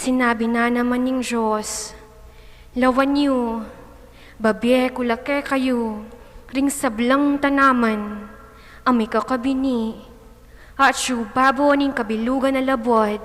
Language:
Pampanga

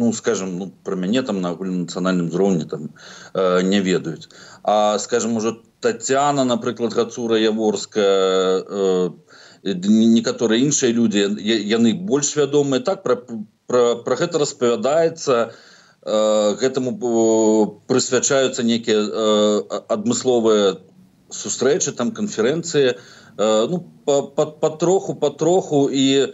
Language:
Belarusian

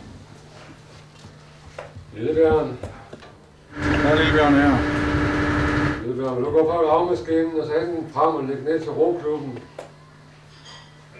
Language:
Danish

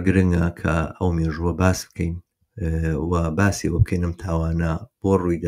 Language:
Central Kurdish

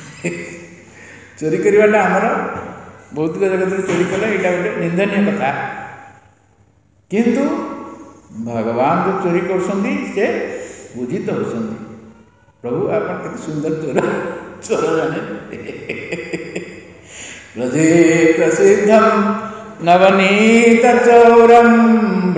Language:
Odia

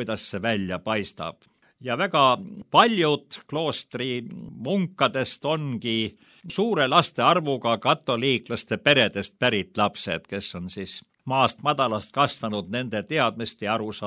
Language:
Estonian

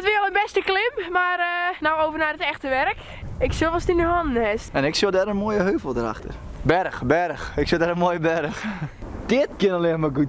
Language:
Western Frisian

